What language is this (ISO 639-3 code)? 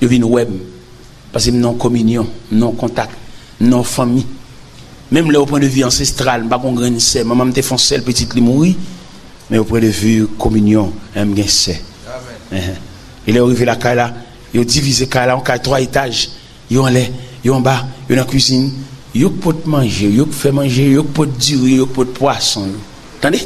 hat